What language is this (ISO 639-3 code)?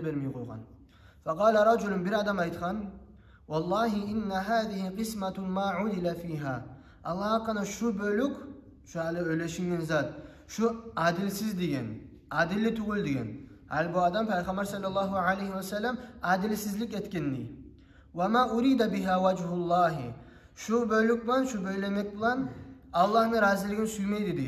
kum